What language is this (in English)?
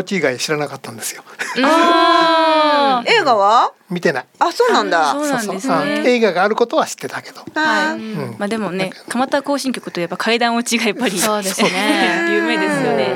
Japanese